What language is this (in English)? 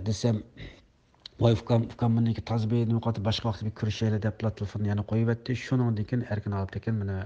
Uyghur